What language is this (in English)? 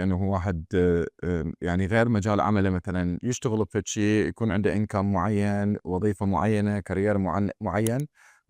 Mesopotamian Arabic